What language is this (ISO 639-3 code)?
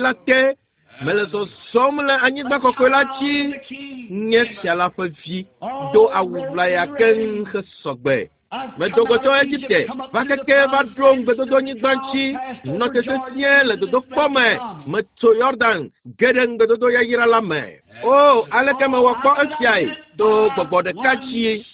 ewe